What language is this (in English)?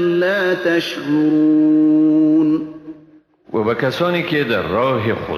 Persian